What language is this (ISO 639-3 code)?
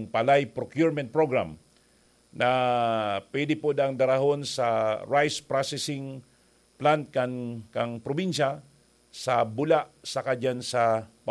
bik